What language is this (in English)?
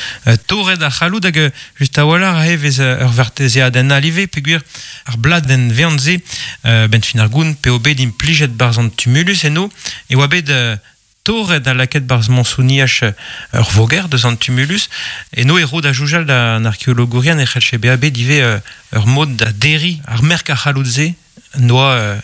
Breton